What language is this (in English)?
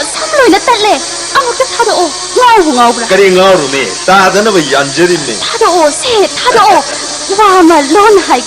Manipuri